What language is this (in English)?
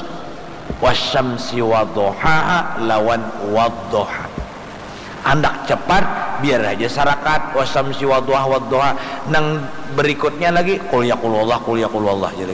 Banjar